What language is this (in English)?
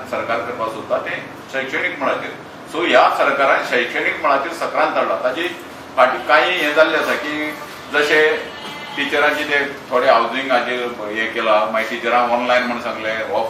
Konkani